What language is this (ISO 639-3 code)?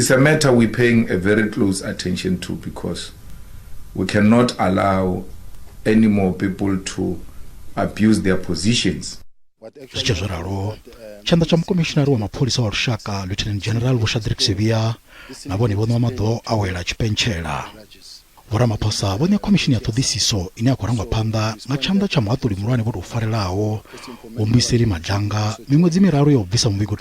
ven